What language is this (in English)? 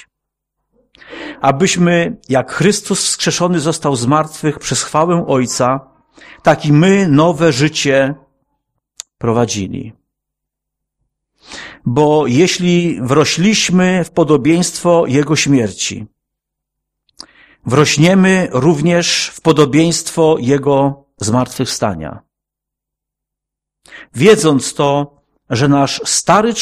Polish